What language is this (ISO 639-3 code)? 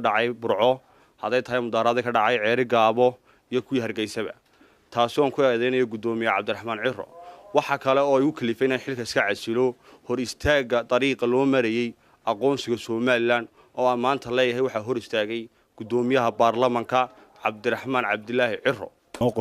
som